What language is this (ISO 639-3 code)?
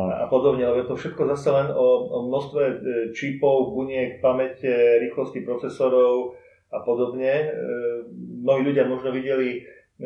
slk